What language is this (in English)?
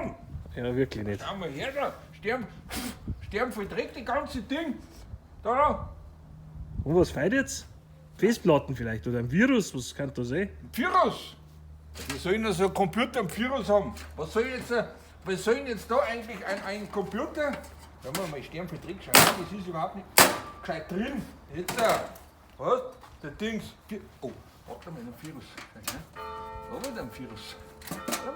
Bavarian